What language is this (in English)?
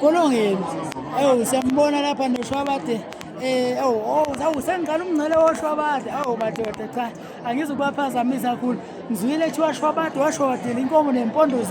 Zulu